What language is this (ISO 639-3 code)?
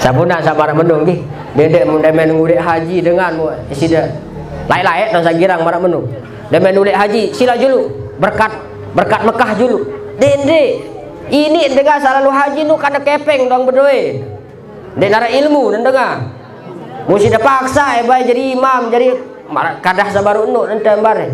sas